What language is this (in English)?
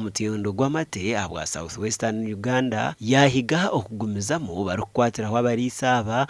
Nyankole